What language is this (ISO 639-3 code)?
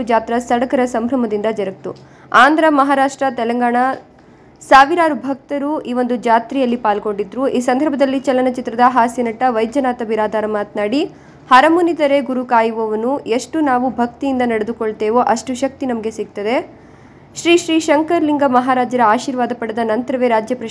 kan